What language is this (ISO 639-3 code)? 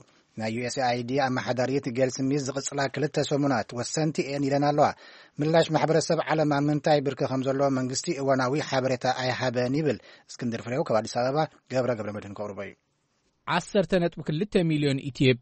tir